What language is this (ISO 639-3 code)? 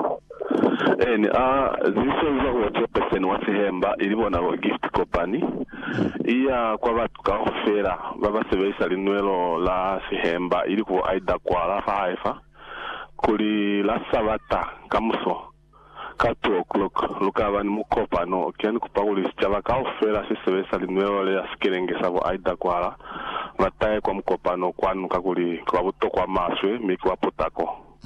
loz